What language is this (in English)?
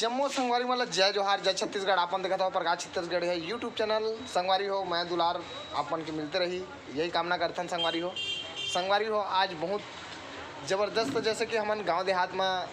Chhattisgarhi